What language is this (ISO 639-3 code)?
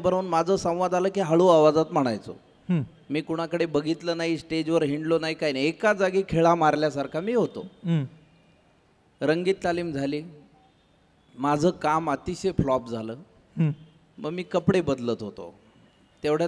mar